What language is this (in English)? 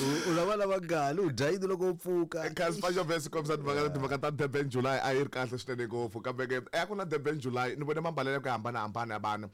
Tsonga